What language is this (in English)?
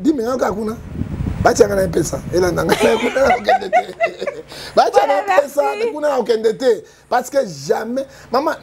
Lingala